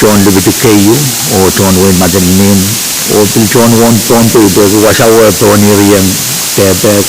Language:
Pohnpeian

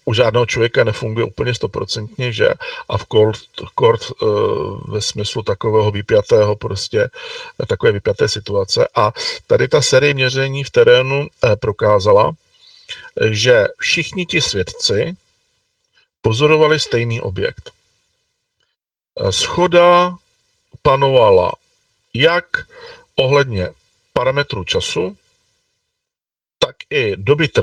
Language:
Czech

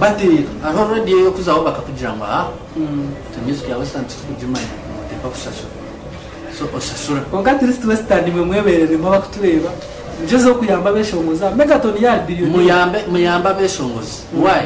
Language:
Nyankole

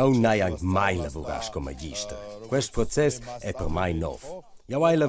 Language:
Romansh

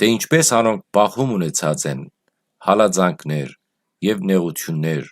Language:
Western Armenian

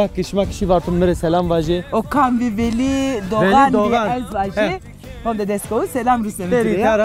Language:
Zaza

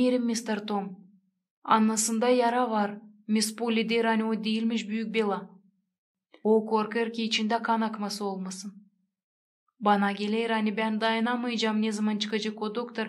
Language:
Gagauz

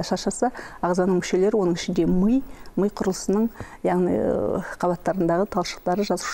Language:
Kazakh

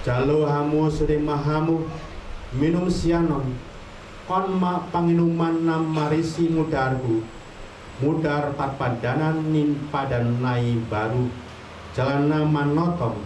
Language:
Batak Toba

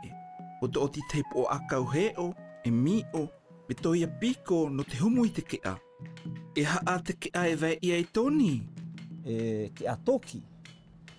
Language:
South Marquesan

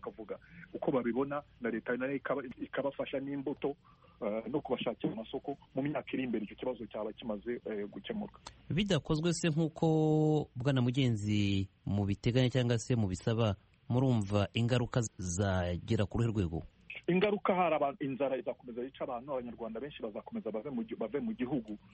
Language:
Kinyarwanda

